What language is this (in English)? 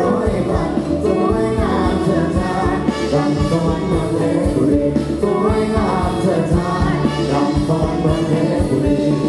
Thai